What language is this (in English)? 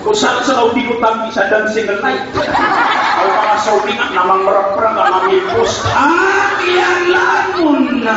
Maranao